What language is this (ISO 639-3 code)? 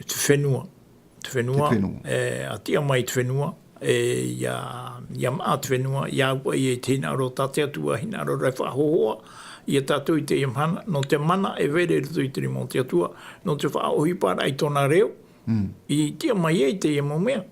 tah